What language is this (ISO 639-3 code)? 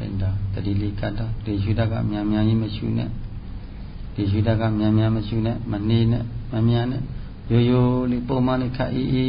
mya